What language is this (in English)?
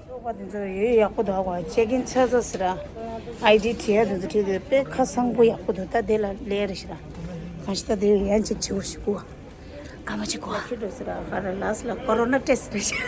Tibetan